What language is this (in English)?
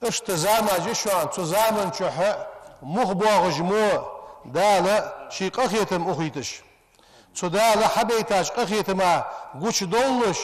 Ingush